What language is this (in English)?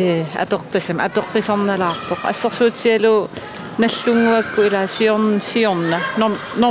Kalaallisut